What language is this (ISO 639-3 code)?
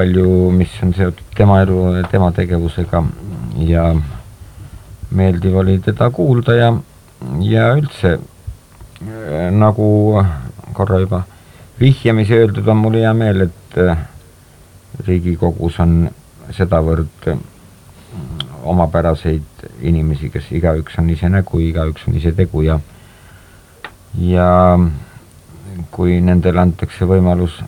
est